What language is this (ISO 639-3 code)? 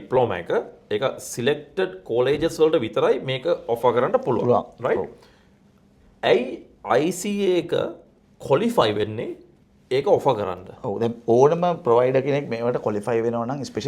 sin